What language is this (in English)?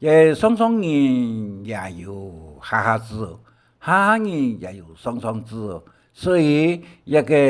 Hakka Chinese